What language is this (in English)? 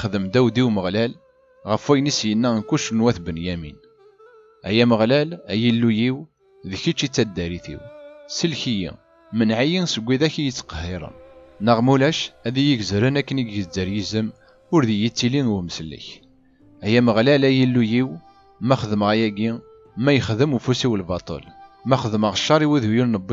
Kabyle